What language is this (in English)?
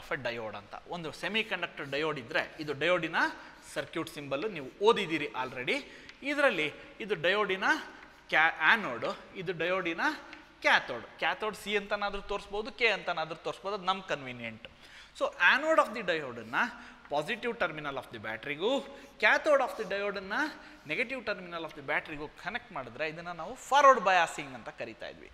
Kannada